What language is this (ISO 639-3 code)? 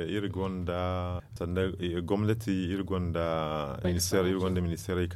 dje